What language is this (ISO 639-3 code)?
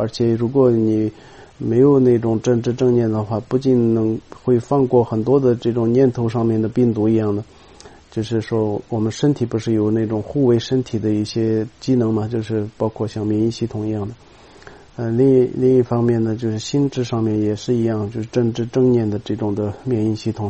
zho